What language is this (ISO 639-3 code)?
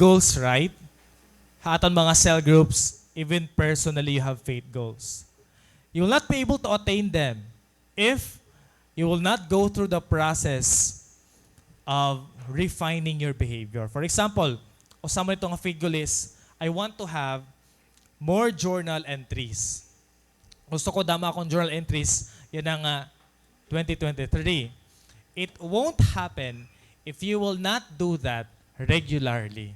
war